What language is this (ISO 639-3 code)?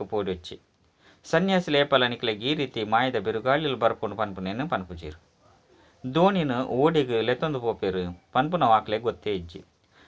tcy